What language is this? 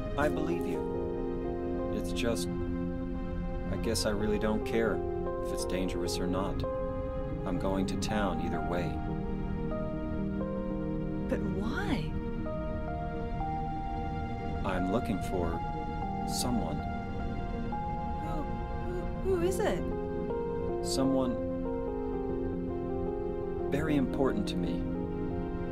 English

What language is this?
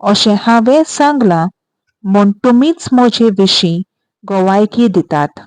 Konkani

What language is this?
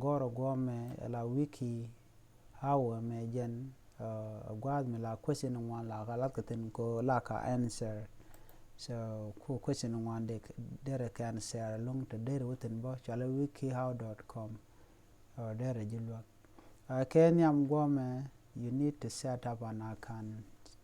Nuer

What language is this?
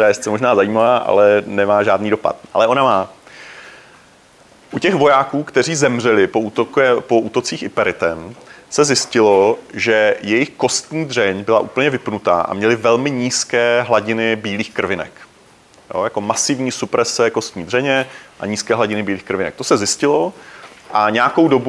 Czech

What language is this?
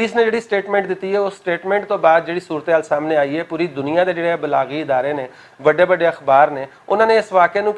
Western Panjabi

